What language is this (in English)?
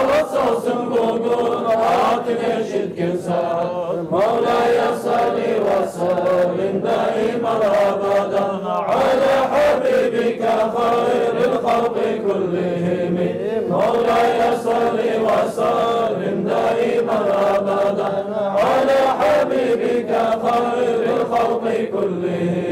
Kumyk